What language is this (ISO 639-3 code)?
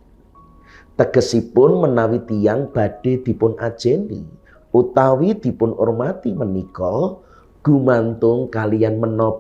jav